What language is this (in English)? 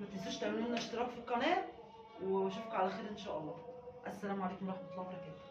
Egyptian Arabic